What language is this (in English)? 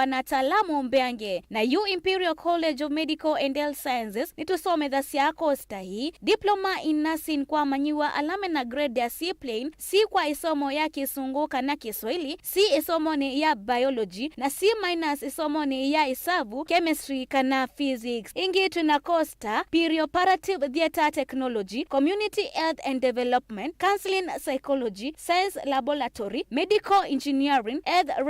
Kamba